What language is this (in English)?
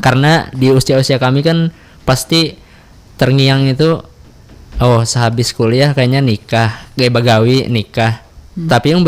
Banjar